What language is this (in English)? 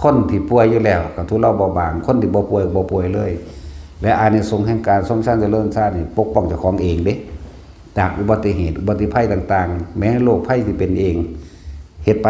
Northeastern Thai